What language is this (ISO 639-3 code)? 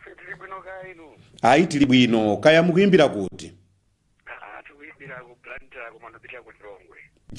nya